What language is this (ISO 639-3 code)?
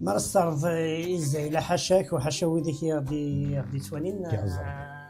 kab